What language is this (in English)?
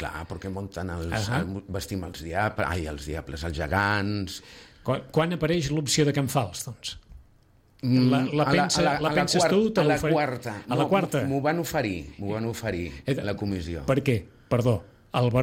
Catalan